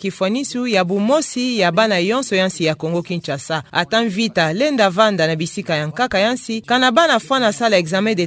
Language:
Kituba (Democratic Republic of Congo)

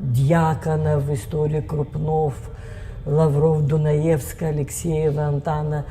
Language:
Kabardian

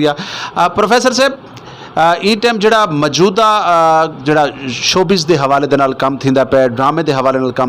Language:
Saraiki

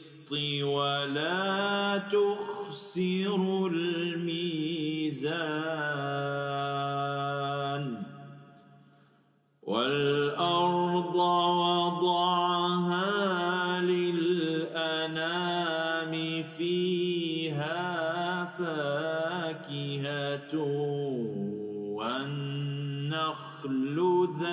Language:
Arabic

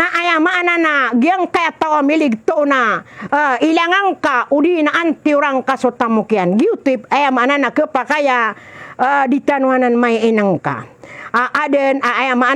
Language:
Maranao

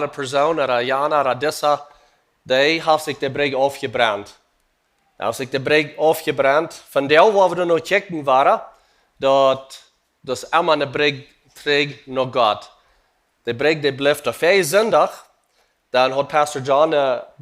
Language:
Plautdietsch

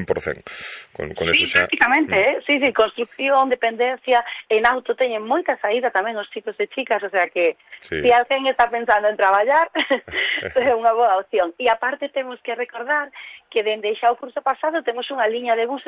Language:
Galician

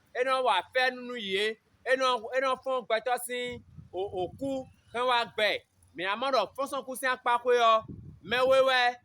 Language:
Fon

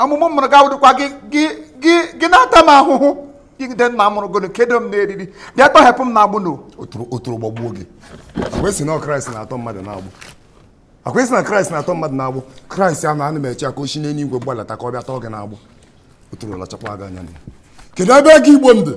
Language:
Igbo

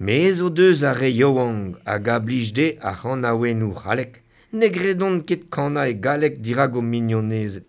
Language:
Breton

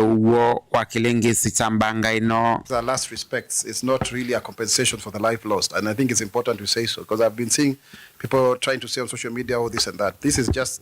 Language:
Kamba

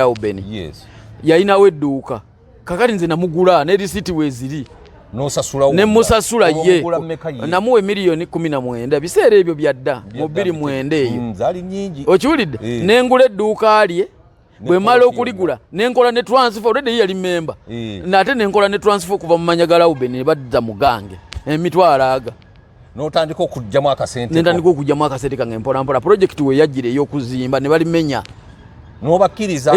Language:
Ganda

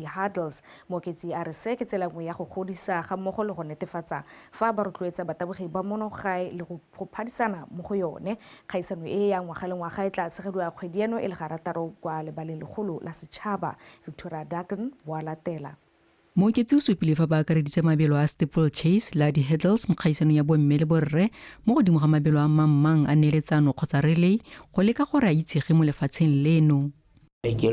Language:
Tswana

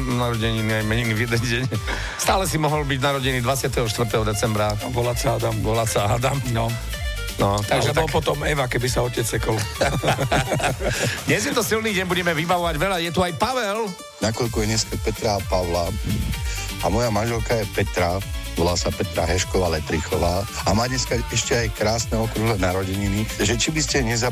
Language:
Slovak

